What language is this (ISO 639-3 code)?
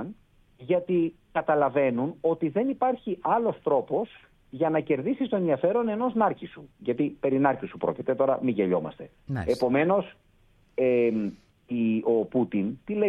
ell